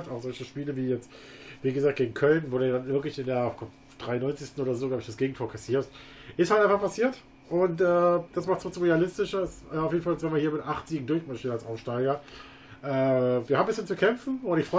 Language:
German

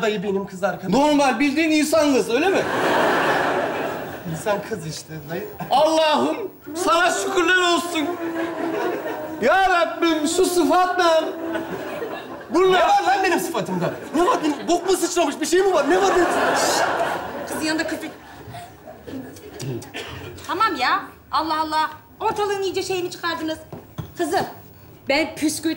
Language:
Turkish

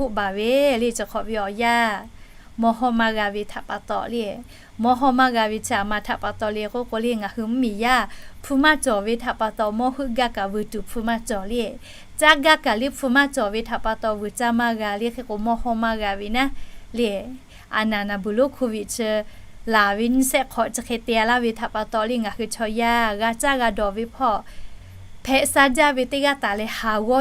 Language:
Lahu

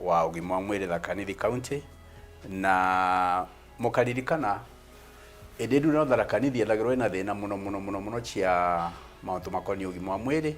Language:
Meru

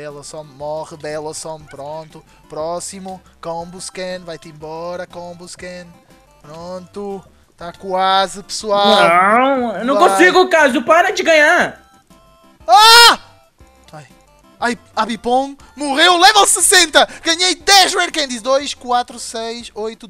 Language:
Portuguese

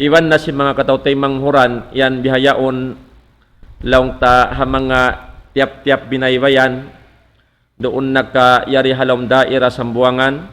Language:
Tausug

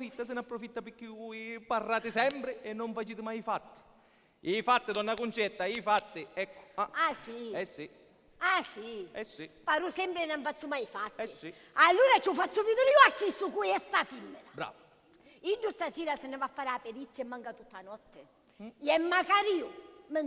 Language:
Sicilian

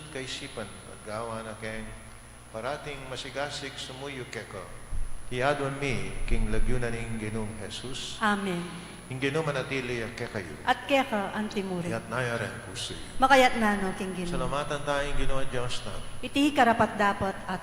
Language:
Pampanga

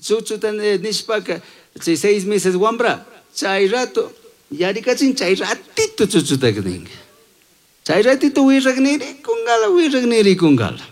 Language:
Chimborazo Highland Quichua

